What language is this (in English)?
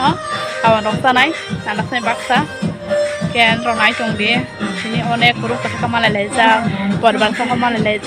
Kok Borok